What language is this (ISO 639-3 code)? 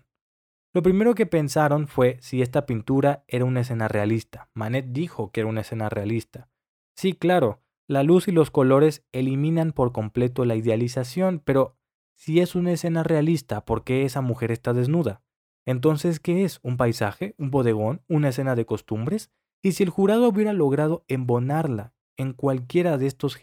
spa